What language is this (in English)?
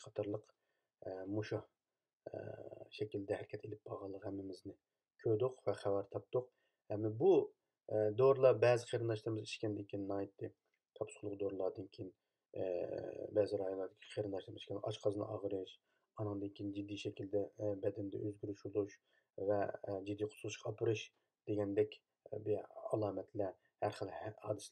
Uyghur